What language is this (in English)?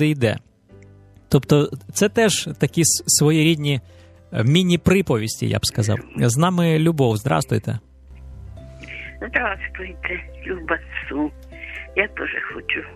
Ukrainian